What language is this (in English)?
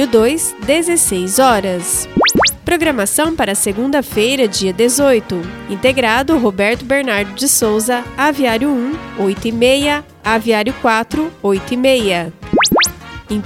Portuguese